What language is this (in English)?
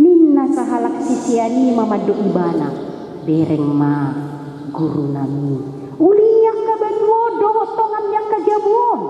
Batak Toba